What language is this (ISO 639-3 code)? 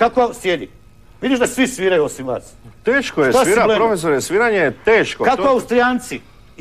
hrv